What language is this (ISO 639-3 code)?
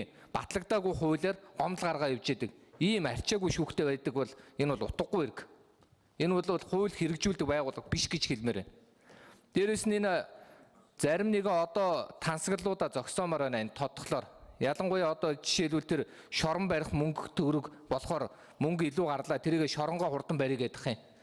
mon